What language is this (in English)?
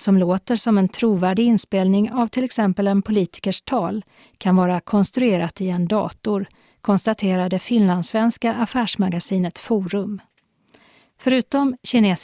Swedish